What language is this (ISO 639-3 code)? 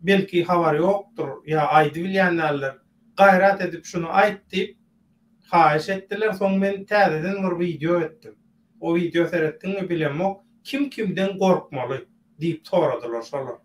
tuk